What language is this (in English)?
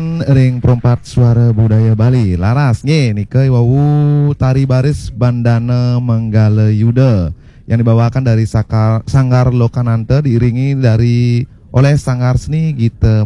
Balinese